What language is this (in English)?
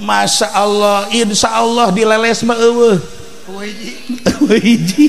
Sundanese